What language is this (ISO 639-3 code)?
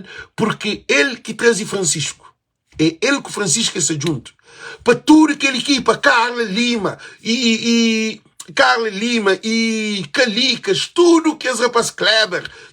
kea